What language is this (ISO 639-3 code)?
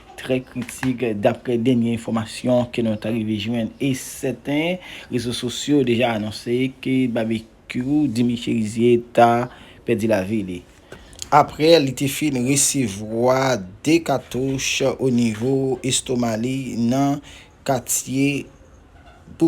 hat